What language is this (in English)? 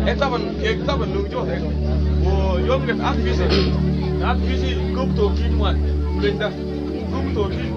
Mabaan